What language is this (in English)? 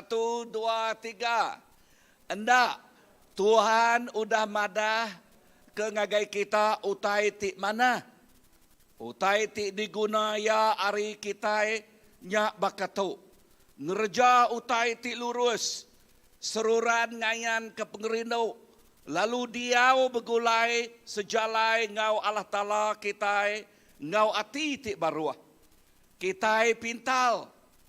Iban